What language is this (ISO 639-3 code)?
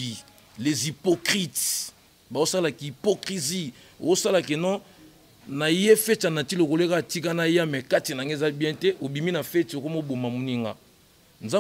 lin